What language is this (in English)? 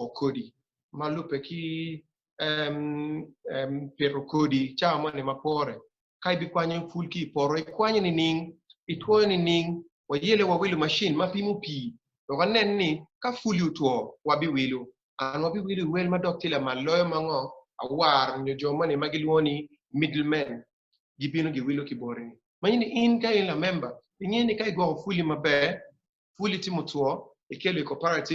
Acoli